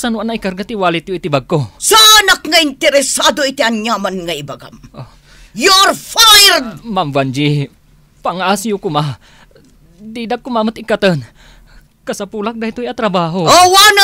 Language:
Iloko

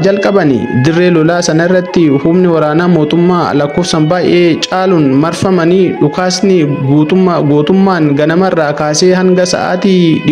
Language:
Oromo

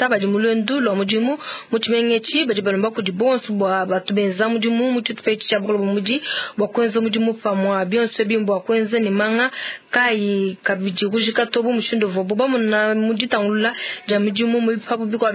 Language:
Luba-Lulua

